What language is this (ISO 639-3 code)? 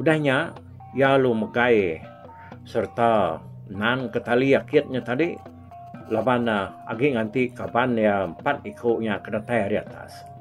iba